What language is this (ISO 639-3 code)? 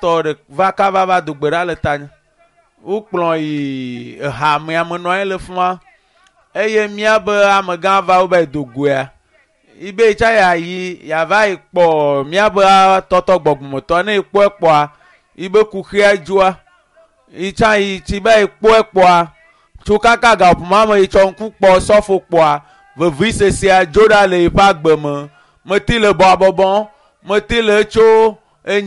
ewe